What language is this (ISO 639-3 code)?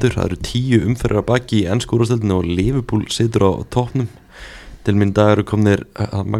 isl